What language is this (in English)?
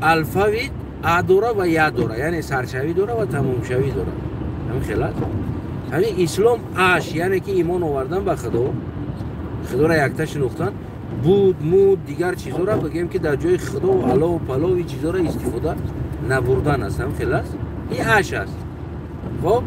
Tajik